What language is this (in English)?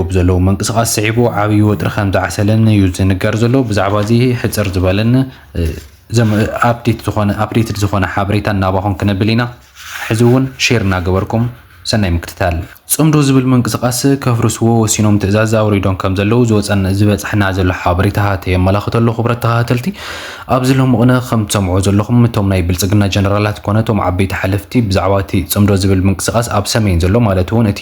Tigrinya